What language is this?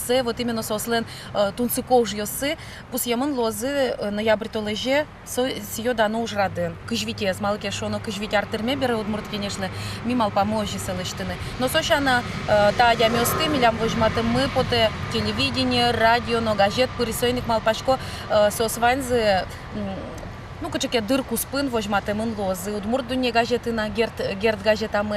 Udmurt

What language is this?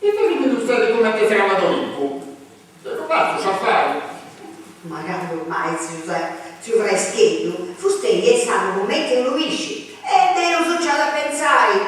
Sardinian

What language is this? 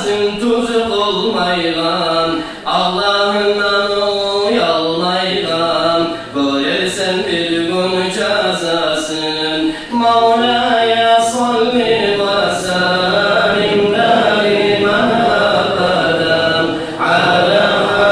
Kumyk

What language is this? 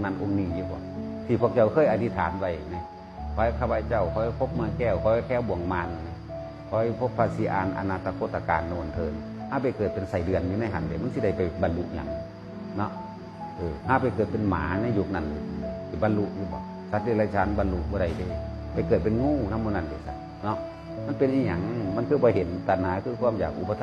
Northeastern Thai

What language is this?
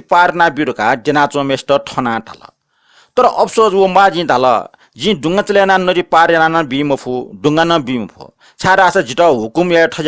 Newari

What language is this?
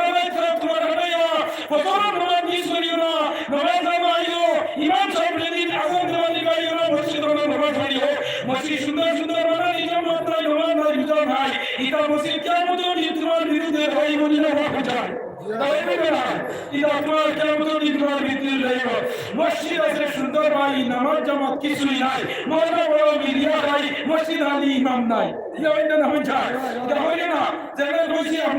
Sylheti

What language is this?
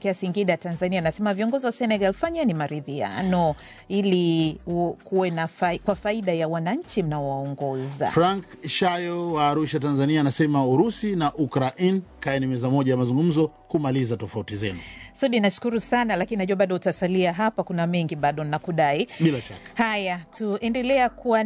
Swahili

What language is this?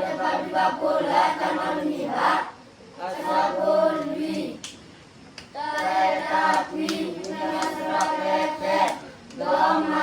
S'gaw Karen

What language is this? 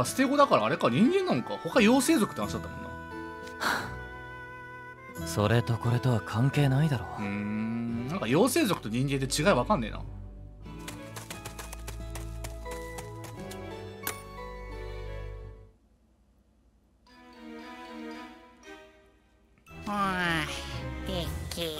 Japanese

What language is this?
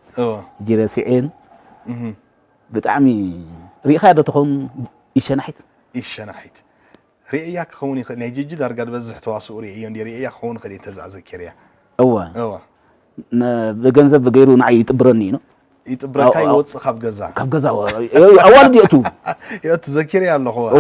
Tigrinya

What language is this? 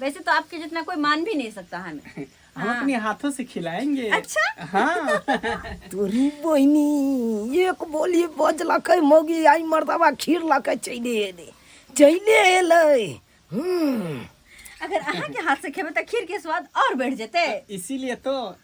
Maithili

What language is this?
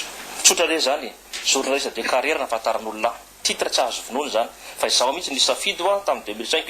Malagasy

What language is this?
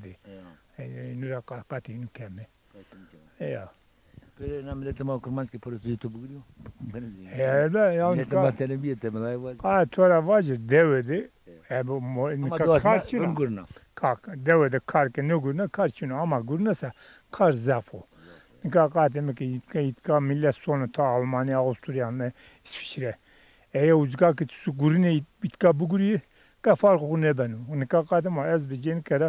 Zaza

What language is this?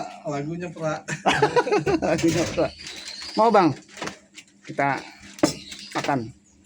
Betawi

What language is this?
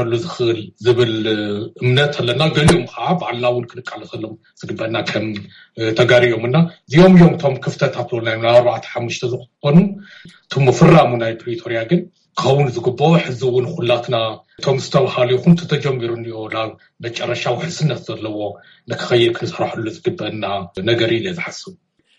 Tigrinya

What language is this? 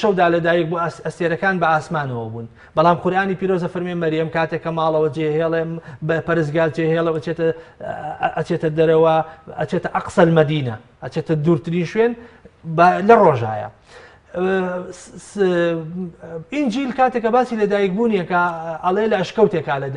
Central Kurdish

